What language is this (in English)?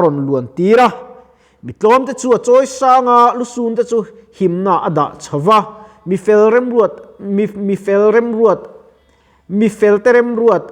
Mizo